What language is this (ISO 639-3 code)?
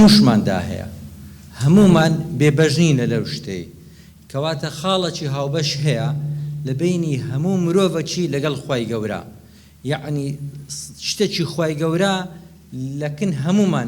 ckb